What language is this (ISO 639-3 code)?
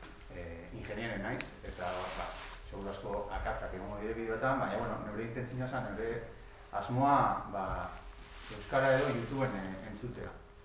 eus